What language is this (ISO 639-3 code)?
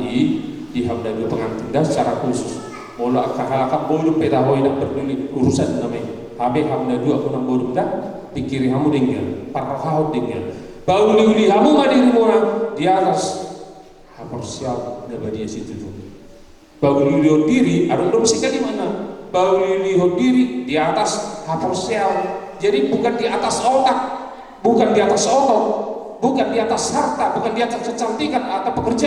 bbc